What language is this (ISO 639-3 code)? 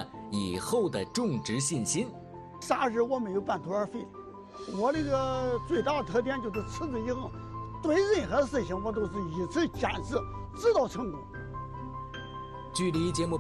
zho